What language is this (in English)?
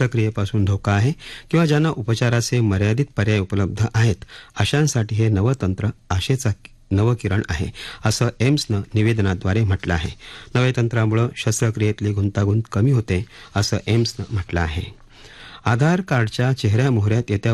Marathi